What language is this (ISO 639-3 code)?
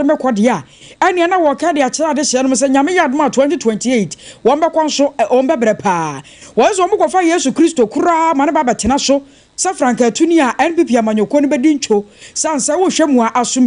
aka